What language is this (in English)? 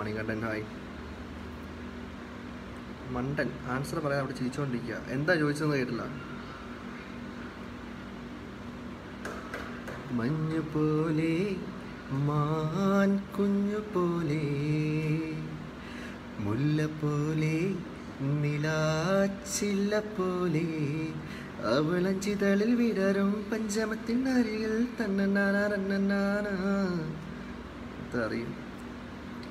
Malayalam